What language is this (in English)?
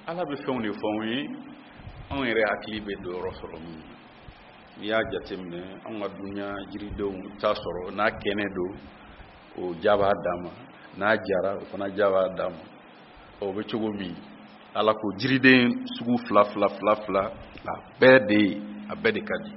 Bambara